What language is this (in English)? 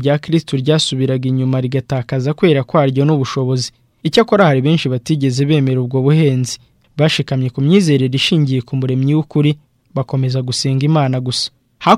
Kinyarwanda